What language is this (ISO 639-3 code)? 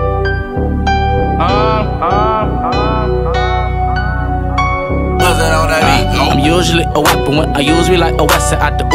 eng